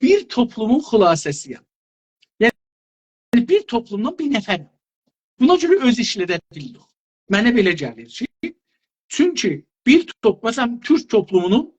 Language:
South Azerbaijani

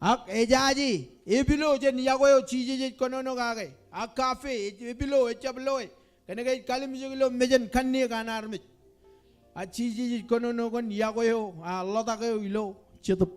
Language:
Marshallese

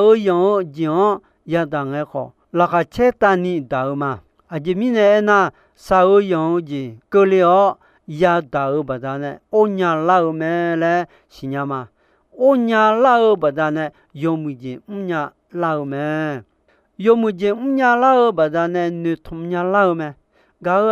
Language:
Akha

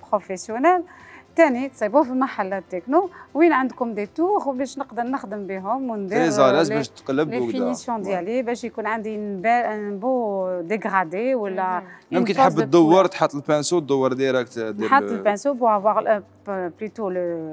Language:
Algerian Arabic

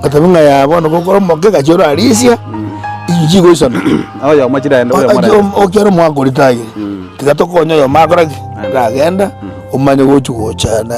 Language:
Gusii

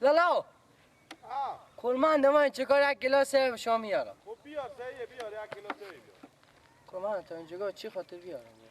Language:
Persian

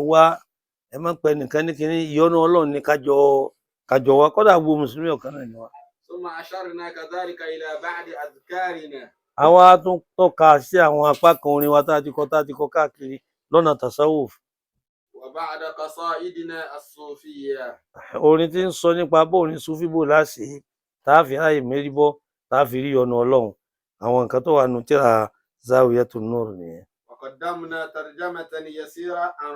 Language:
Yoruba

